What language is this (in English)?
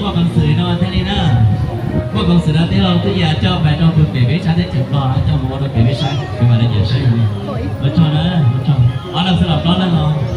Hmong